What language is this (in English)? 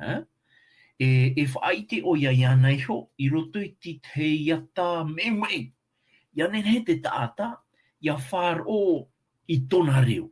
Tahitian